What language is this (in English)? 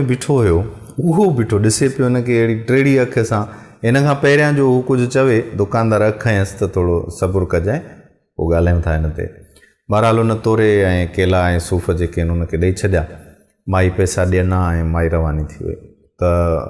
Sindhi